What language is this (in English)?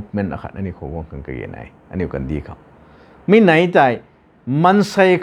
Rongmei Naga